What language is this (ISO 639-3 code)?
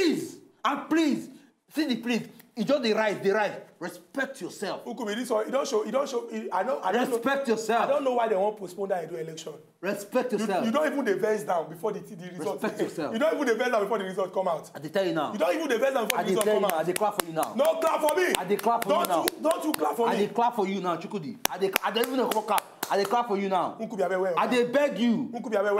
pcm